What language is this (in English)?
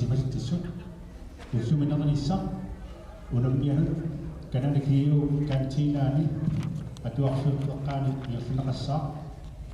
Kalaallisut